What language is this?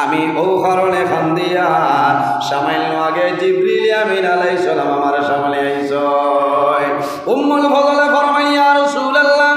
Sylheti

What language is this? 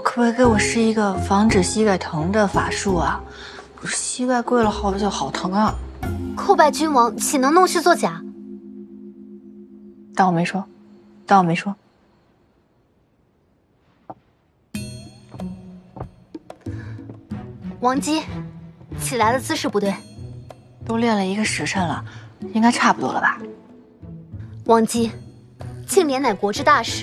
Chinese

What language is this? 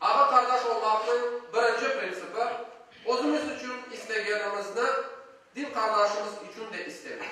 Crimean Tatar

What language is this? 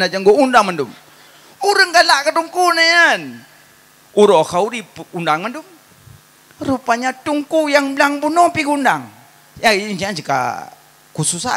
Achinese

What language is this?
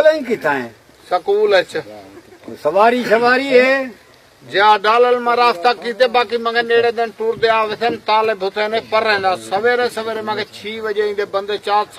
Saraiki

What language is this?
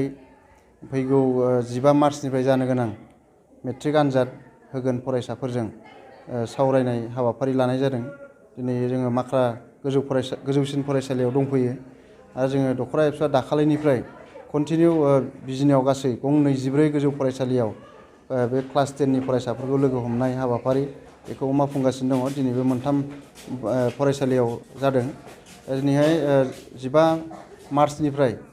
Bodo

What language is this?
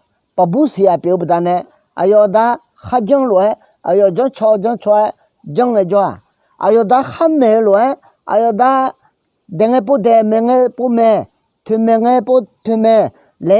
Akha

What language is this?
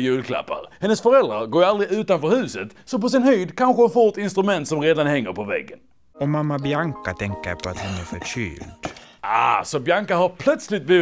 Swedish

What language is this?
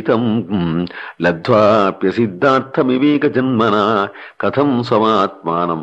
Sanskrit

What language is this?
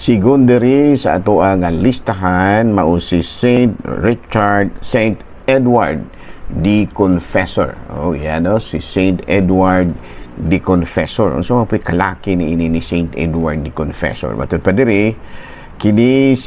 Cebuano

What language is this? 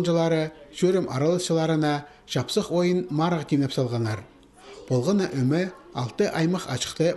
Khakas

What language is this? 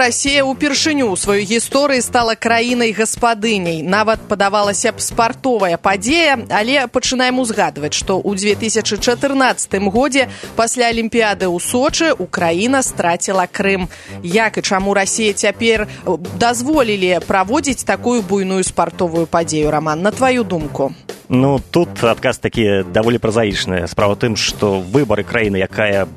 Belarusian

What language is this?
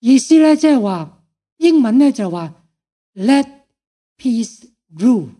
Cantonese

